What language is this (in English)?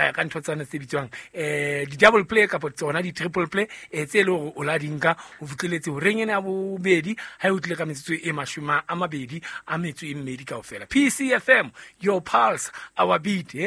Southern Sotho